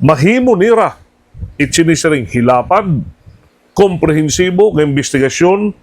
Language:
Waray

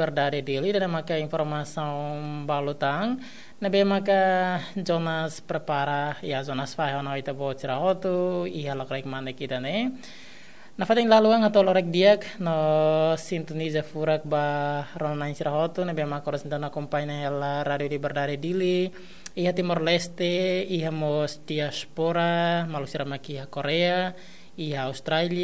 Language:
Tetum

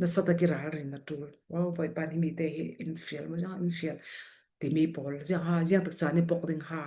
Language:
Falam Chin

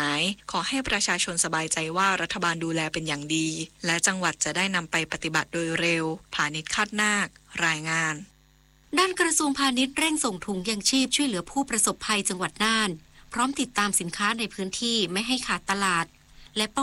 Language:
Thai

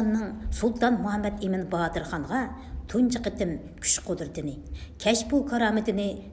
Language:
Uyghur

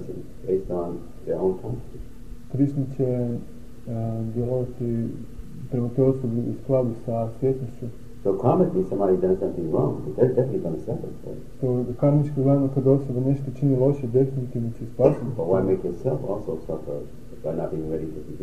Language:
Croatian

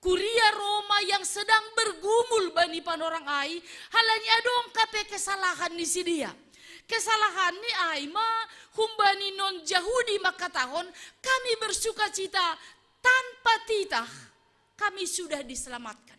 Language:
Batak Simalungun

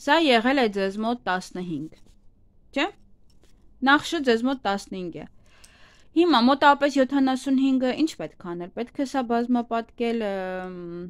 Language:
Armenian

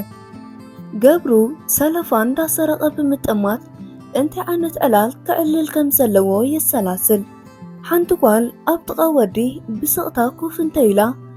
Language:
Tigrinya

